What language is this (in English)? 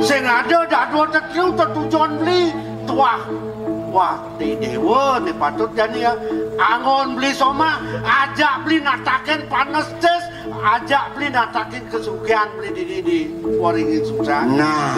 Balinese